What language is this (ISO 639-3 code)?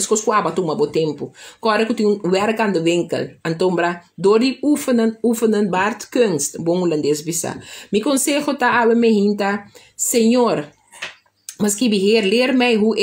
pap